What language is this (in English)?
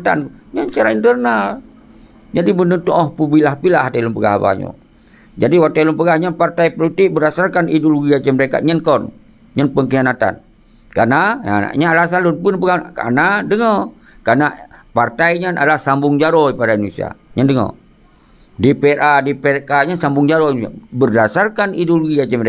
Achinese